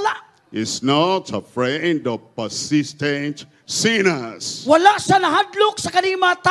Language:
Cebuano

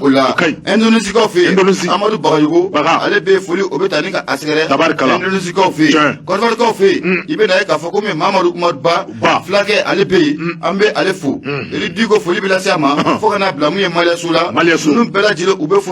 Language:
Bambara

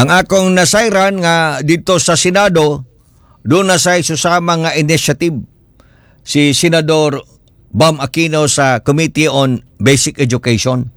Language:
Cebuano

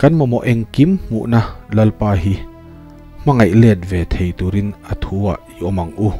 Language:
Mizo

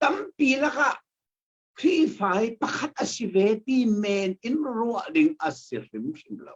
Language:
Hakha Chin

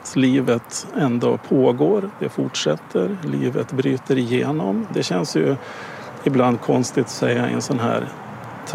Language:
Swedish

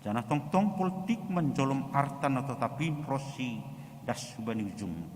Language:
Batak Simalungun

